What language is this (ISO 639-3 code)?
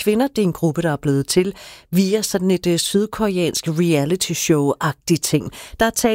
dan